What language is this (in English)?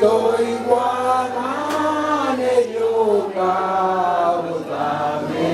Gusii